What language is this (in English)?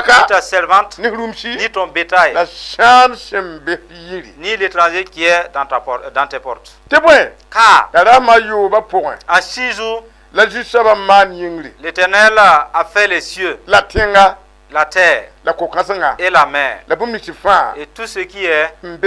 Mossi